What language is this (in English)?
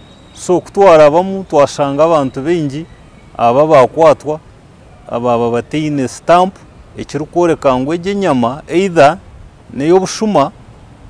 Nyankole